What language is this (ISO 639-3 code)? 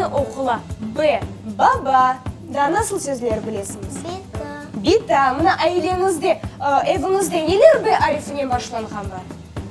crh